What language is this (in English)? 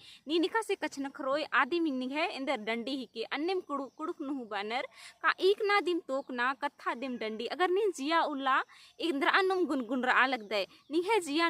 Kurukh